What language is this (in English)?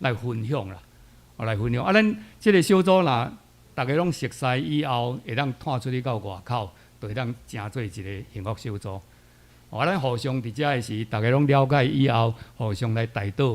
Min Nan Chinese